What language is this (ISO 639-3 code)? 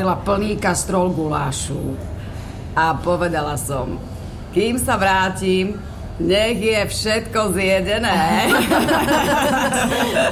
slk